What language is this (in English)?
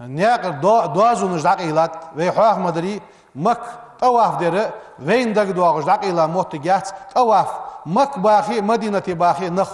Ingush